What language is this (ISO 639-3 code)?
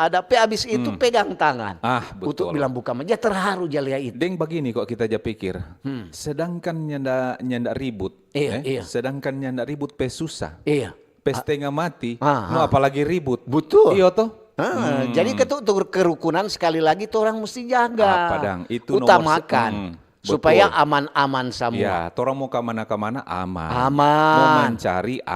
xmm